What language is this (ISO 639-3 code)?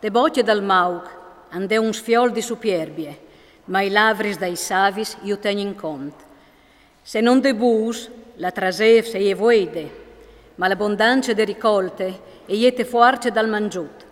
fur